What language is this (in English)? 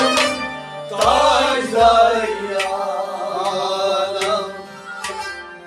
Kashmiri